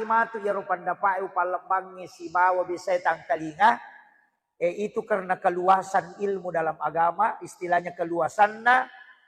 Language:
Buginese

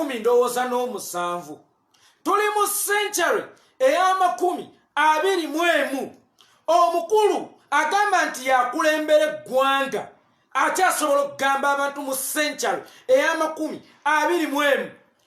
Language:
Ganda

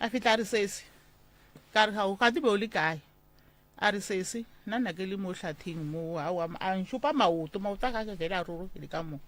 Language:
Northern Sotho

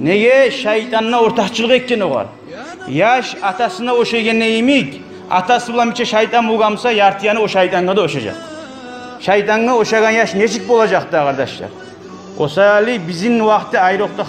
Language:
Kumyk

